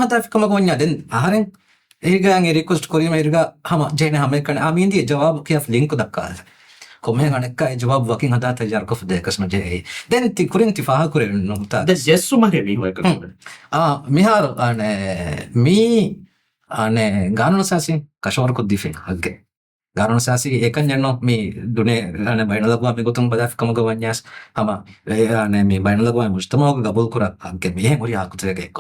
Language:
Divehi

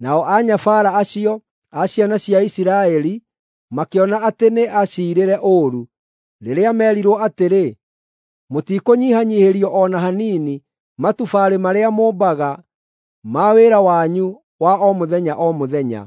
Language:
Kikuyu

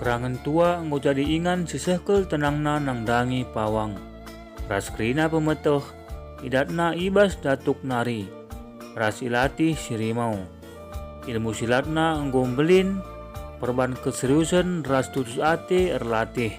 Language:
Batak Karo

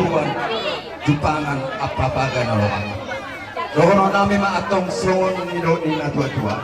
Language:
Batak Toba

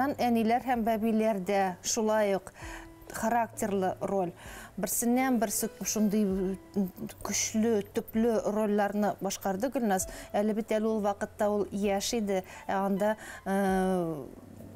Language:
Bashkir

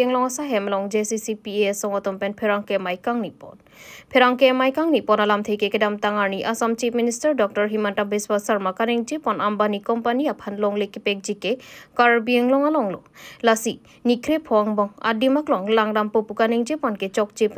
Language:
Karbi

